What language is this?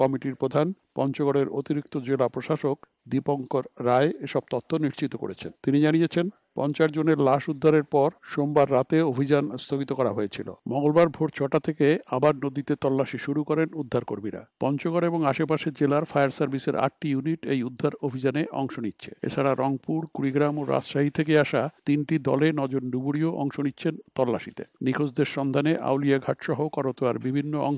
Bangla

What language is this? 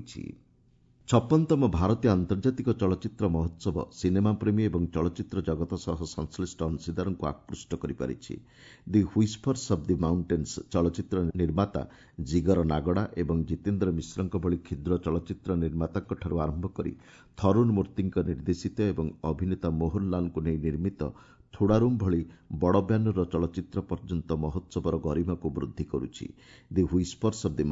Odia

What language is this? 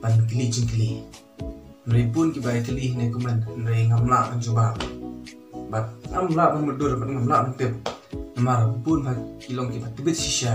Khasi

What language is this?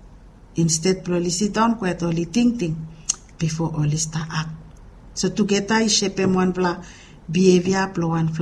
Bislama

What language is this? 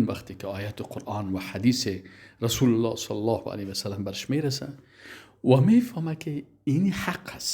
Persian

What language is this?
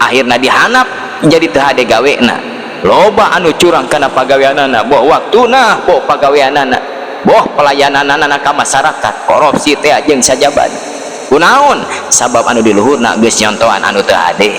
Sundanese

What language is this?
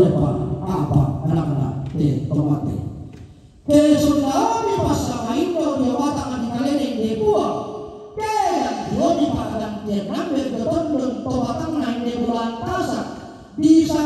Toraja-Sa'dan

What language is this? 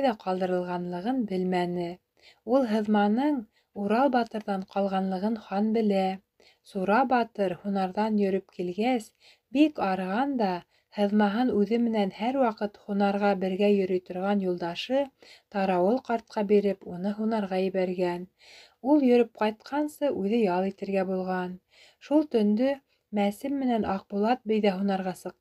Bashkir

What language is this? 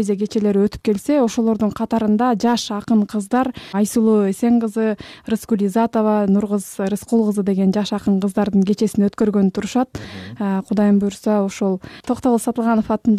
Kyrgyz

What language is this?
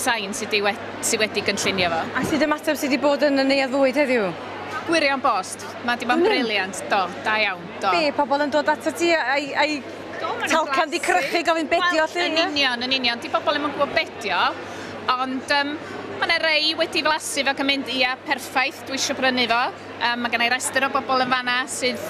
Welsh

